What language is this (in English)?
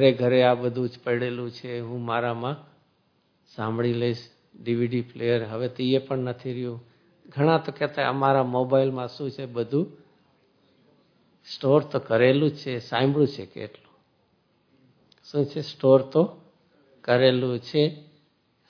Gujarati